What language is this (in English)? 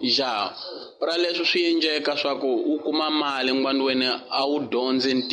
Tsonga